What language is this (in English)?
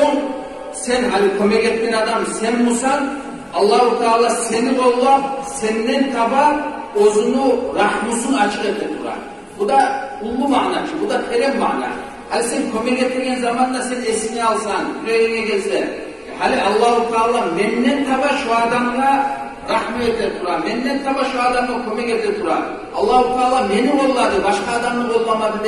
Kumyk